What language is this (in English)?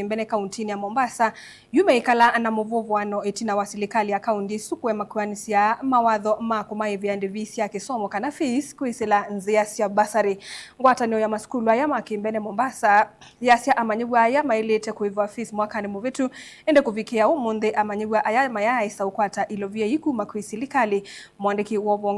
Kamba